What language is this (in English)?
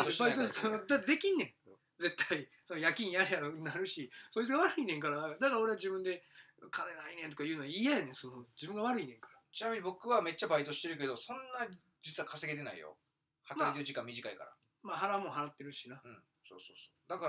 Japanese